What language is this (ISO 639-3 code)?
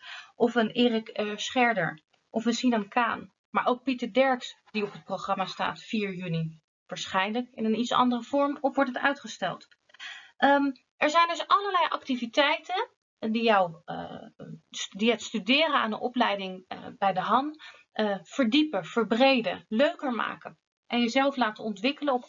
nld